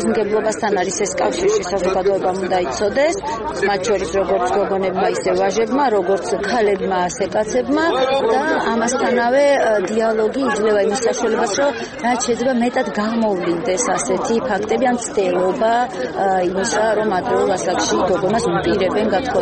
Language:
Georgian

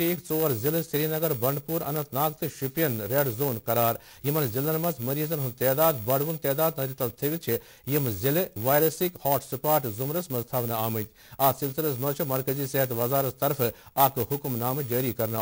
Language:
Kashmiri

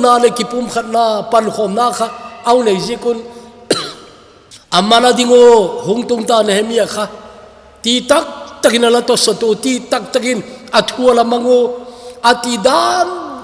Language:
Thado Chin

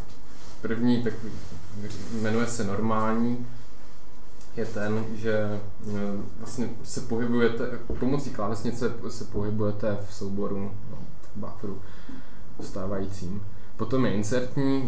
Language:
Czech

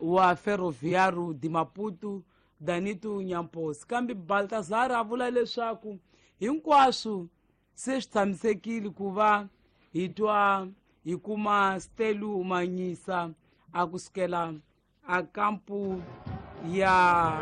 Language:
Tsonga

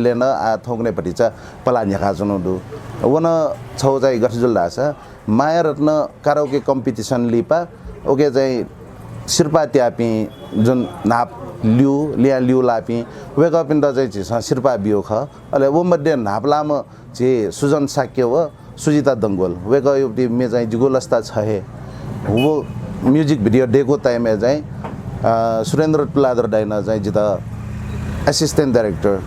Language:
Newari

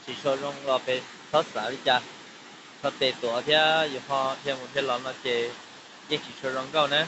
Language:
Hmong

